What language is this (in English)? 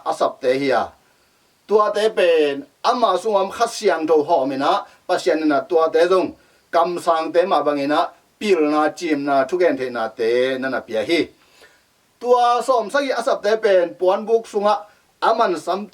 Tedim Chin